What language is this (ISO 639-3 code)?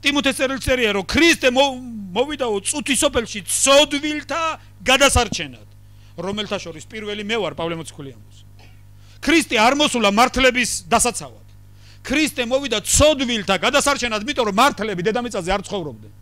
kat